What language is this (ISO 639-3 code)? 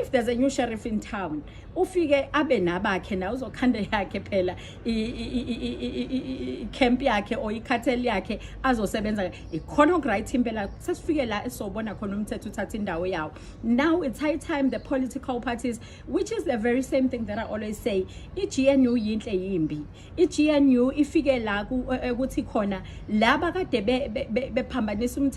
zul